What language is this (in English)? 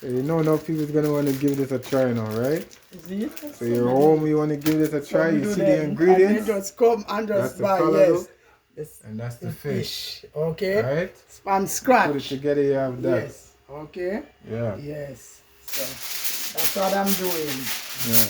Jamaican Creole English